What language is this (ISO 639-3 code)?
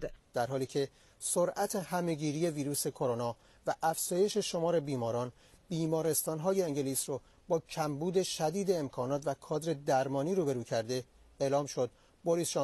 fas